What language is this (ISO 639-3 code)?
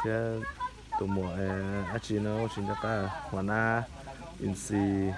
hmn